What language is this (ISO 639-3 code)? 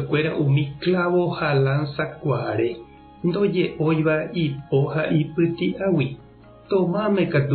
grn